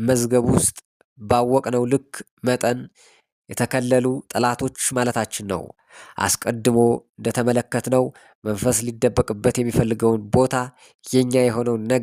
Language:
Amharic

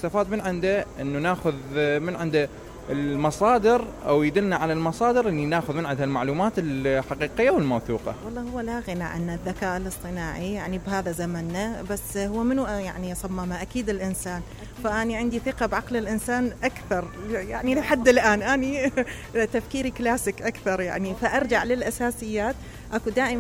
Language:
Mesopotamian Arabic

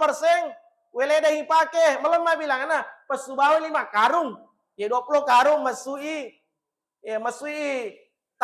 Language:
Buginese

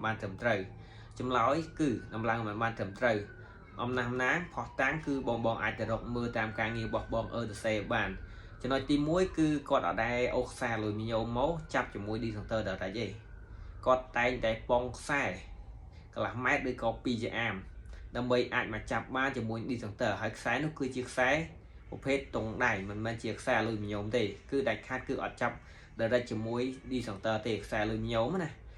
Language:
Khmer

